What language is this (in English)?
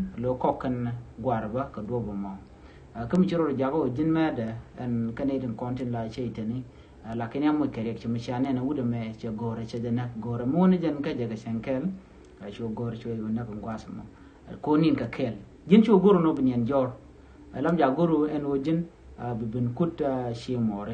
Nuer